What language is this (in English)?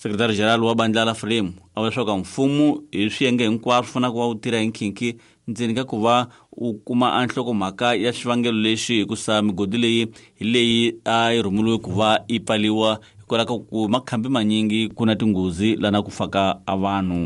Tsonga